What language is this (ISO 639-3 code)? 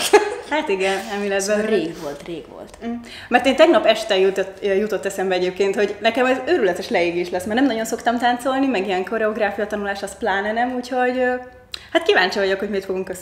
hun